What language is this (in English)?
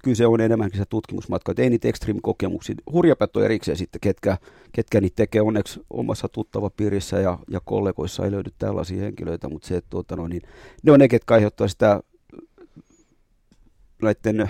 Finnish